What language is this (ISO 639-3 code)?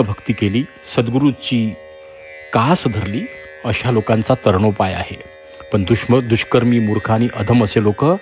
mar